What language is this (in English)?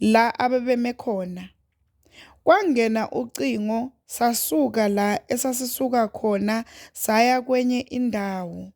Zulu